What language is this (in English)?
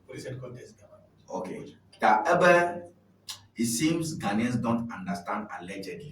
Ewe